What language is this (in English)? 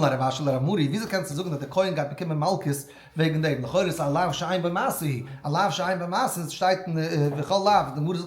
Yiddish